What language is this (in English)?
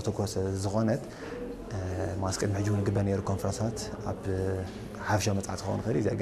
Tigrinya